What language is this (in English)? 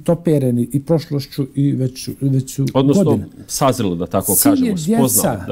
Bosnian